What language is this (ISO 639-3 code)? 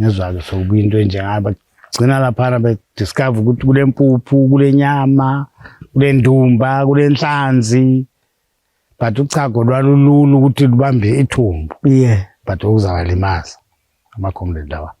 nde